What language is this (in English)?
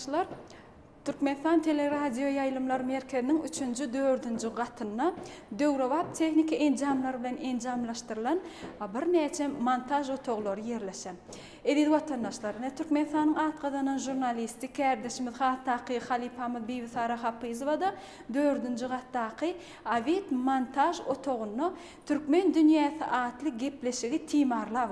Turkmen